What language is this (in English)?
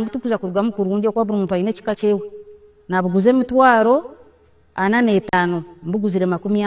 Nyankole